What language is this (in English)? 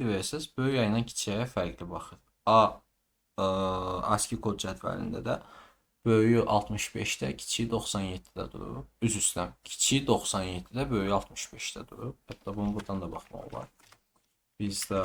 Azerbaijani